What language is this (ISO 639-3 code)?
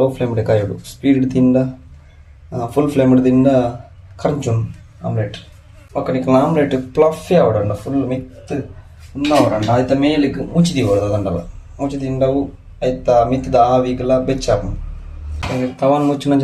tcy